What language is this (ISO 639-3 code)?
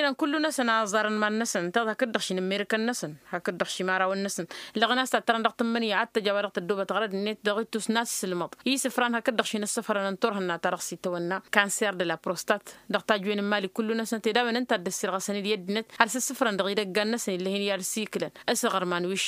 taq